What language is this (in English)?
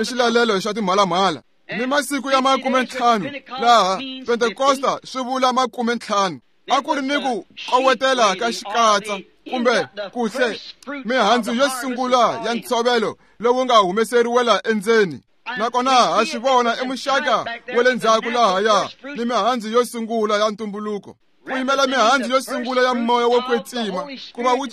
Tsonga